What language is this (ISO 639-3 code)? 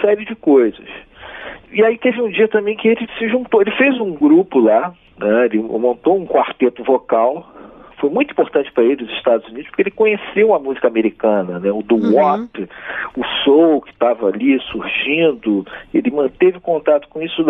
por